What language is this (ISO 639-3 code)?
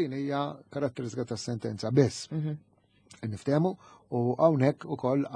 mlt